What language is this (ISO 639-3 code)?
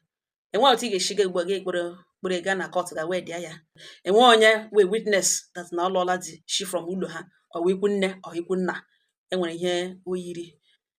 ibo